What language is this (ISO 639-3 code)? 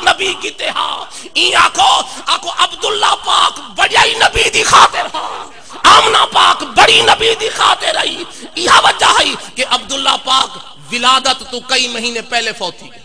skr